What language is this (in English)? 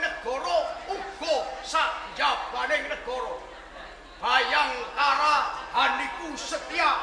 Javanese